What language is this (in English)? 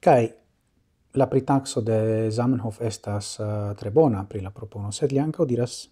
Esperanto